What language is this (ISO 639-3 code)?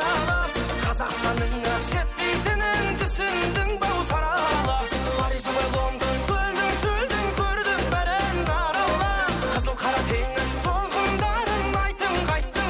kaa